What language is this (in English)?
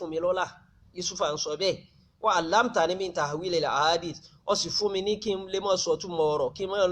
Yoruba